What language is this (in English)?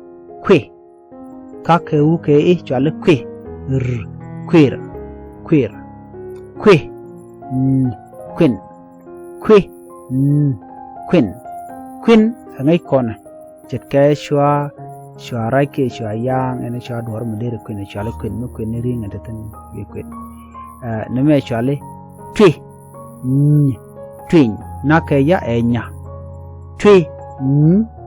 Nuer